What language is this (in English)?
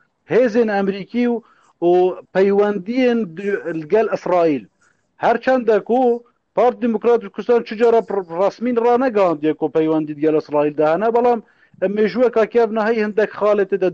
Kurdish